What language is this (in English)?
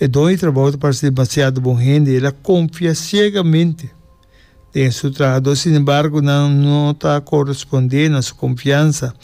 Papiamento